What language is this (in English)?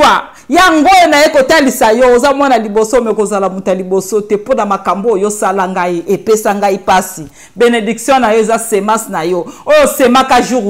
Lingala